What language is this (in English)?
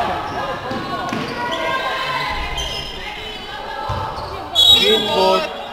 Hungarian